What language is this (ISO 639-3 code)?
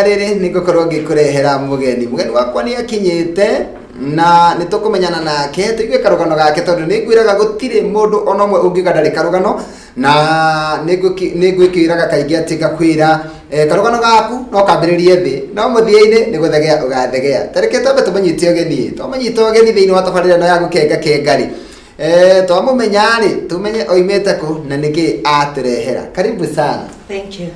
kik